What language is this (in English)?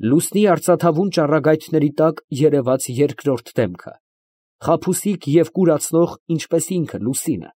Armenian